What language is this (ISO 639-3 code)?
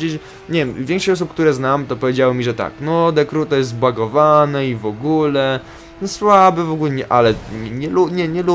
pol